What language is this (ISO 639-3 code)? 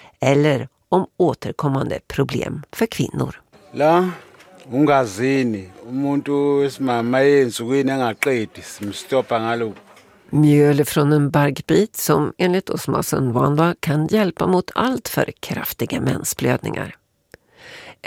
swe